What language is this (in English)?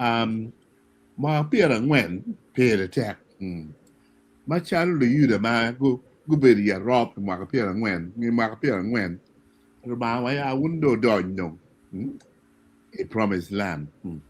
Acoli